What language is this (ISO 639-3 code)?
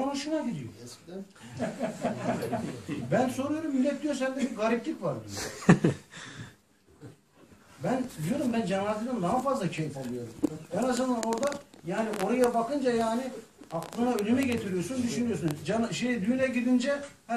tur